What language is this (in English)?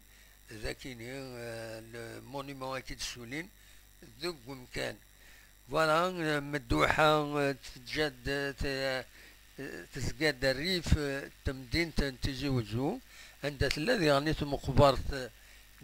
Kabyle